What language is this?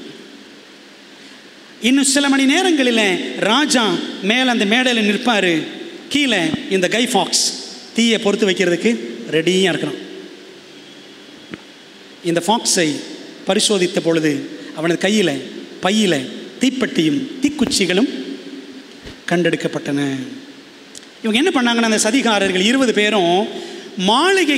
Tamil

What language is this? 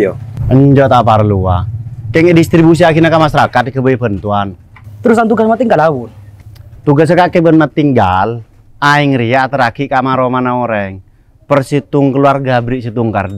Madurese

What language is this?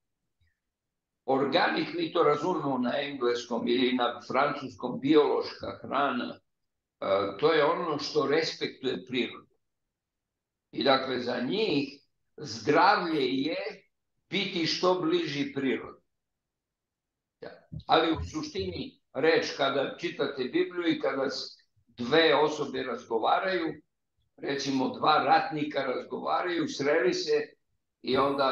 Serbian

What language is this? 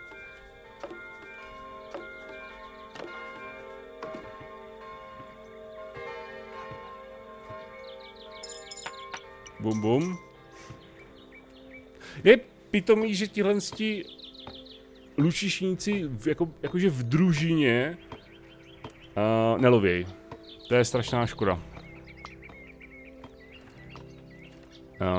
Czech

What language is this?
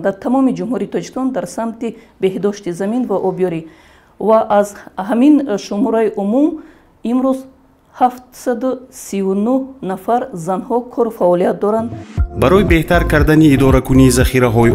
Tajik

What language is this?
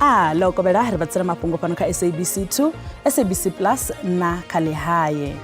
Venda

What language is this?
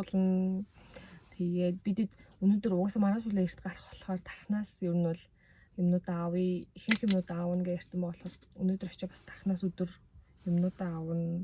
Mongolian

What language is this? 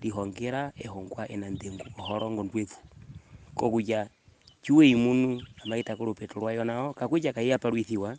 Herero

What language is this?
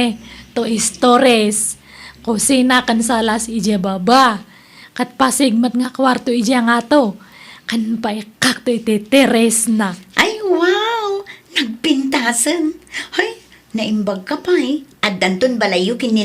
Iloko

